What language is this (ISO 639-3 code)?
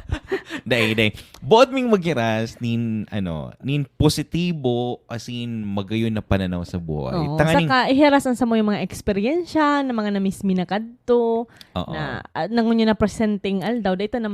bik